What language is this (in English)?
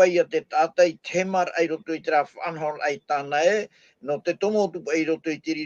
Tahitian